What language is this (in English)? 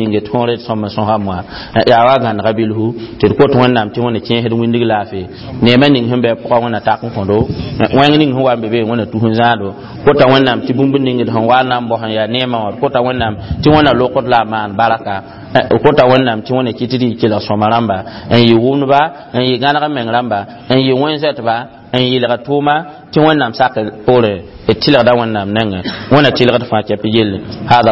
Mossi